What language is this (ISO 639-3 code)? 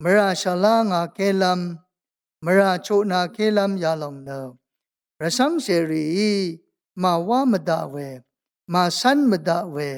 raw